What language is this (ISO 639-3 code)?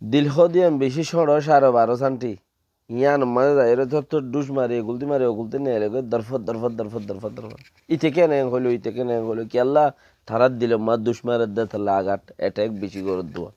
rhg